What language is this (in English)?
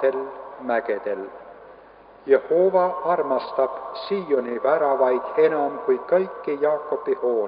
Estonian